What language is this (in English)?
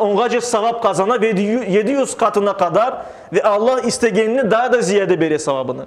Crimean Tatar